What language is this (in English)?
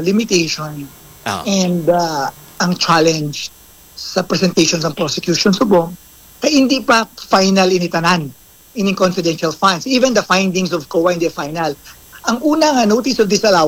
Hiligaynon